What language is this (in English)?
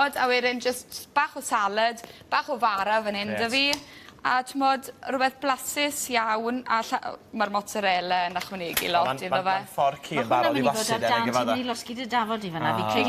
Welsh